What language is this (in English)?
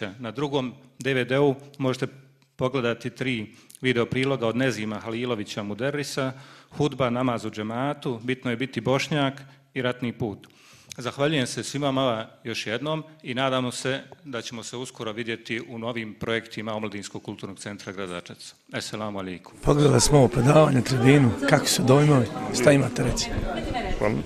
Bosnian